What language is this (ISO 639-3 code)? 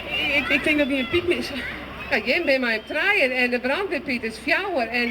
fry